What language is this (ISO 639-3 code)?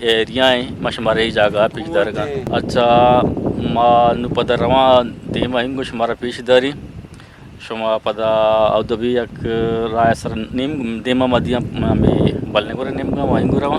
bgp